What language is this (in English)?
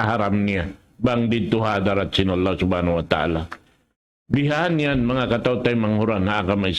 Tausug